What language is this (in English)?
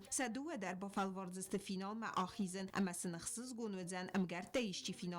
Ossetic